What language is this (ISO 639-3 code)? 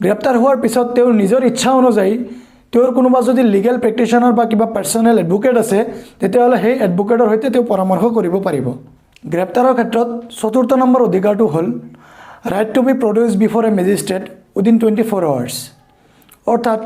asm